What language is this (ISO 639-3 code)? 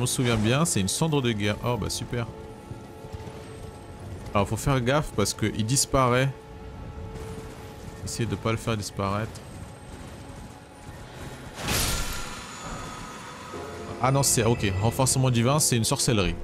fra